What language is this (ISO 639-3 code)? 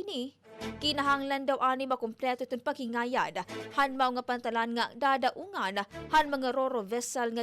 war